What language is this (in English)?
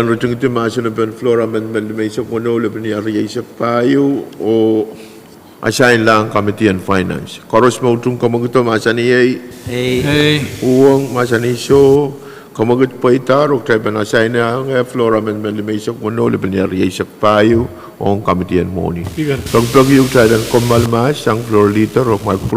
Pohnpeian